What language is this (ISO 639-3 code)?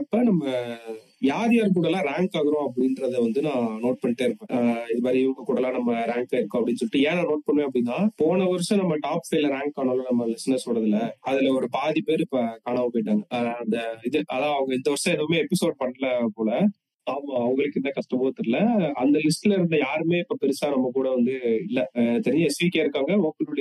tam